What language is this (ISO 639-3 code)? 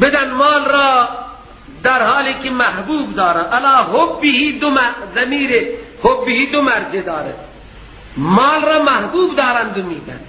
fas